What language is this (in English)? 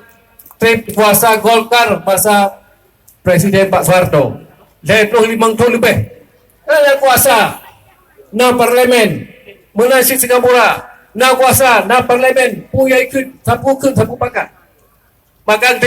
Achinese